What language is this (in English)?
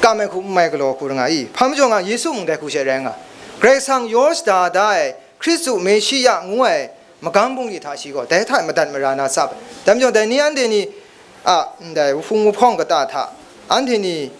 Kachin